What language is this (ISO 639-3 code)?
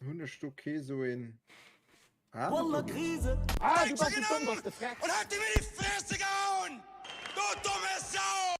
ltz